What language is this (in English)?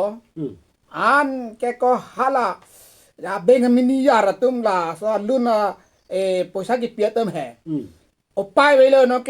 Karbi